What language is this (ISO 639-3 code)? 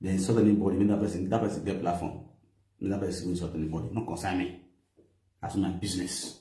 pcm